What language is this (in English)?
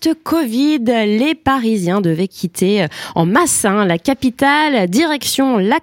French